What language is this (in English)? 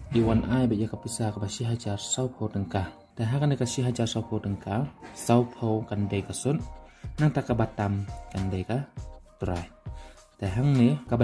Khasi